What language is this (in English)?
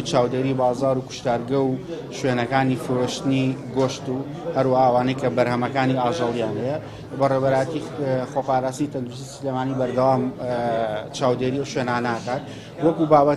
Central Kurdish